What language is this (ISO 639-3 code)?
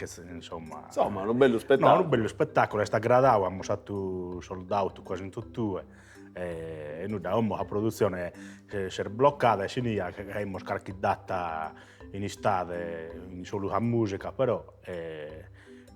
srd